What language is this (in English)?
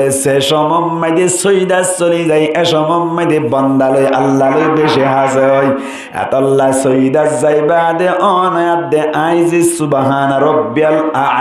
Rohingya